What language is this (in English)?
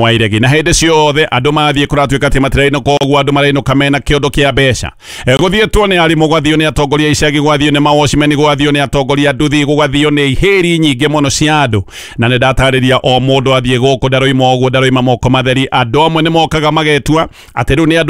Kikuyu